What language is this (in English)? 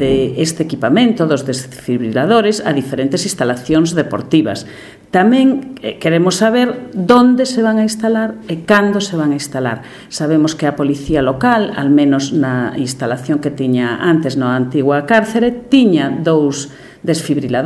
Galician